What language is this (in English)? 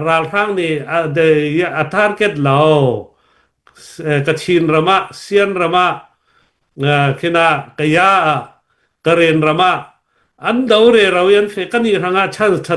Falam Chin